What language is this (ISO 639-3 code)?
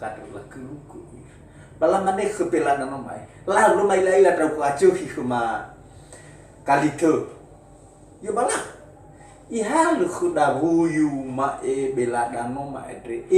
nia